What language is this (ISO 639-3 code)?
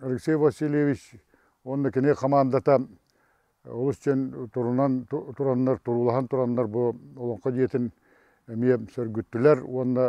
sah